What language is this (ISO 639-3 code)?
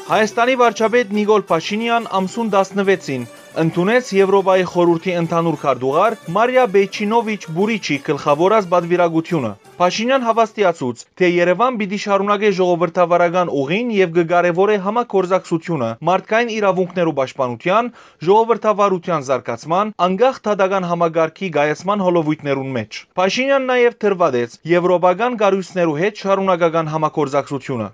hyw